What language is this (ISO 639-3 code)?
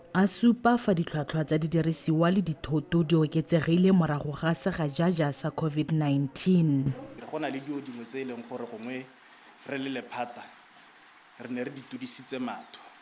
tsn